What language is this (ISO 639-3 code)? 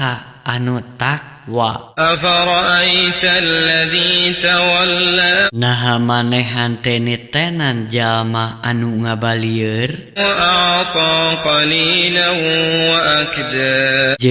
sun